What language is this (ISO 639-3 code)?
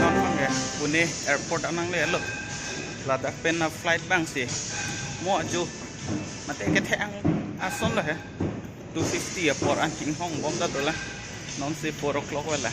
mjw